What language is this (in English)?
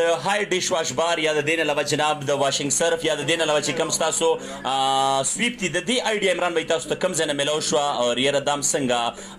Pashto